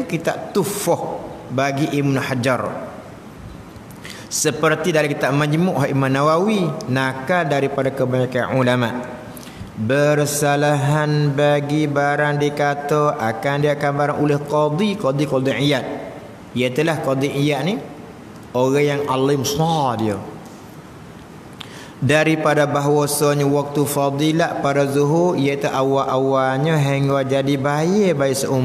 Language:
Malay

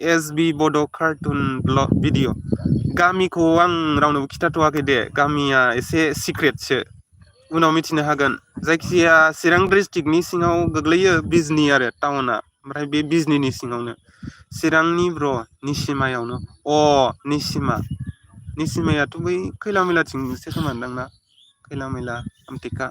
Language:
Bodo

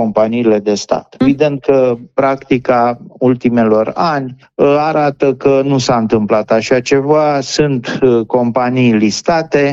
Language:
Romanian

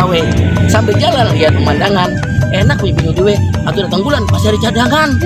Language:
Betawi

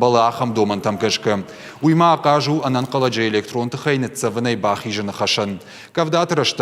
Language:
Ossetic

